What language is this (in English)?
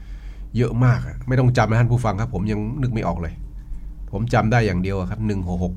Thai